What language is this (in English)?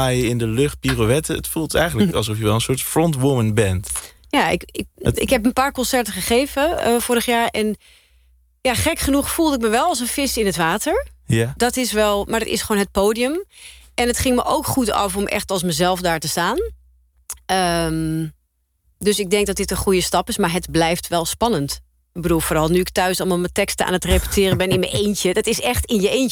Dutch